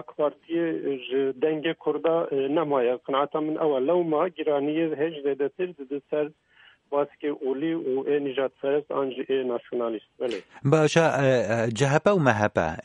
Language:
Kurdish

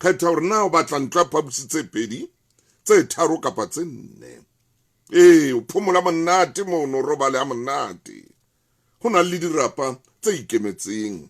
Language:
Southern Sotho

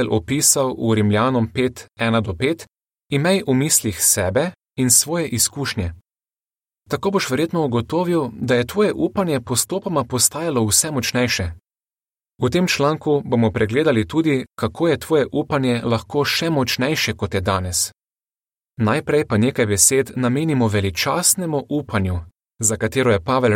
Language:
Slovenian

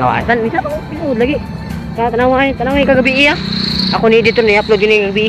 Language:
Cebuano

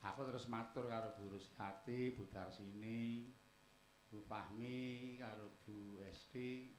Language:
Javanese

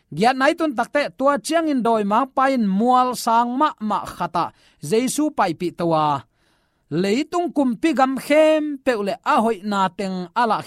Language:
Tedim Chin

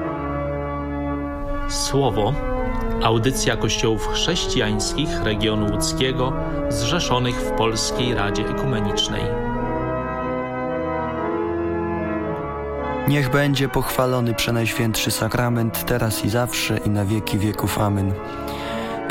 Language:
Polish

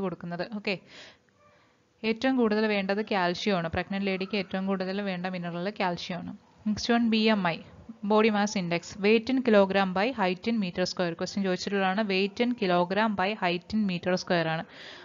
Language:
Malayalam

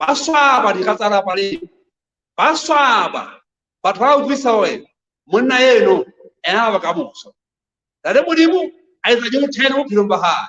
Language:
Southern Sotho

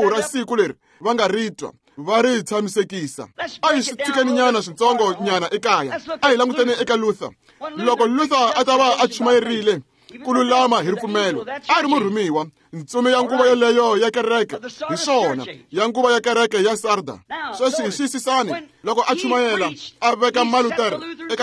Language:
Tsonga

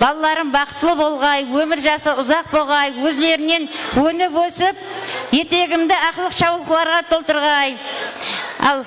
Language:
Kara-Kalpak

